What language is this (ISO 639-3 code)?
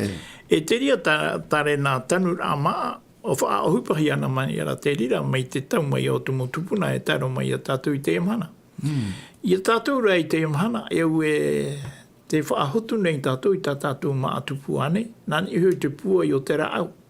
tah